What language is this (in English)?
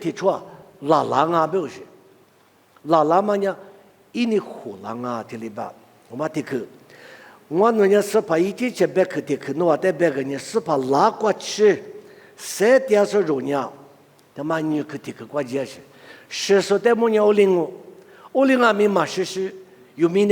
Lisu